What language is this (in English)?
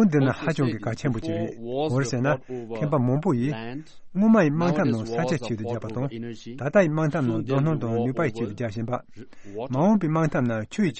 Tibetan